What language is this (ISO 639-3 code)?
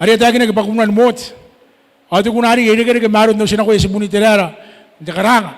gil